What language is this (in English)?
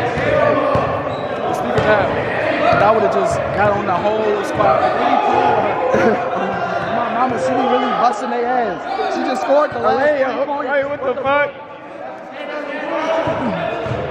English